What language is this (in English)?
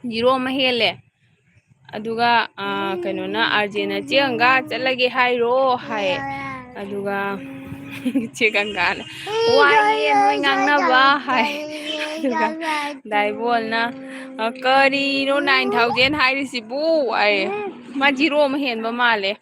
Manipuri